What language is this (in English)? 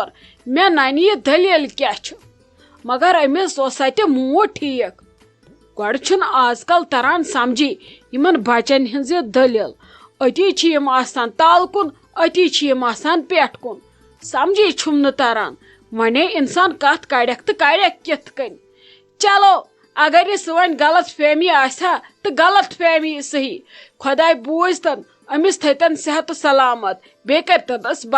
Kashmiri